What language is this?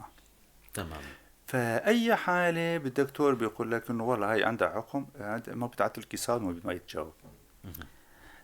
North Levantine Arabic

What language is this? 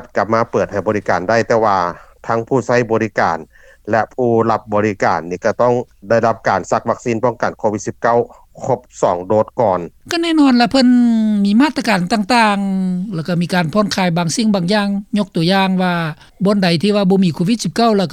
Lao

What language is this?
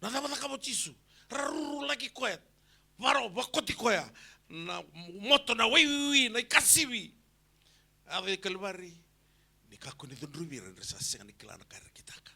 Fijian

